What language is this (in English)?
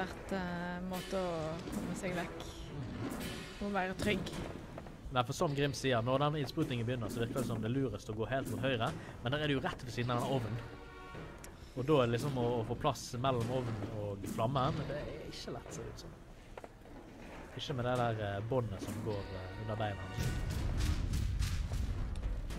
Norwegian